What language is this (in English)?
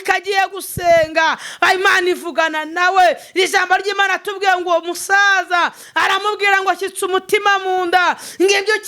Kinyarwanda